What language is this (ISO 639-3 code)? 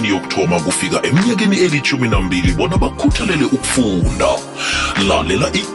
nbl